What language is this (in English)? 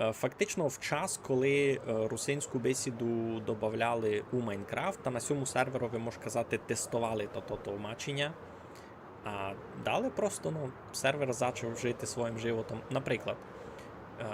Rusyn